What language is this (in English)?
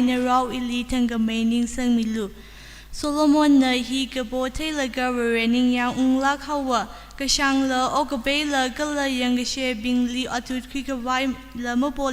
Tangkhul Naga (India)